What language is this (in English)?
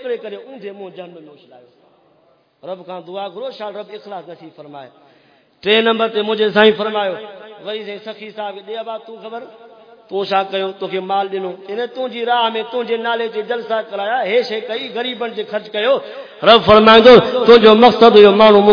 Saraiki